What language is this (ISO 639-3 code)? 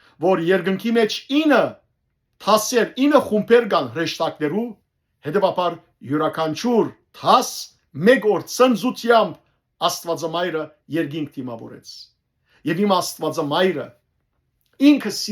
hyw